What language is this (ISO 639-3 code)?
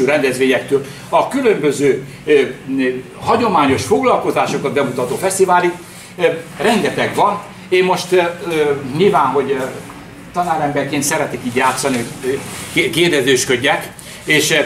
hun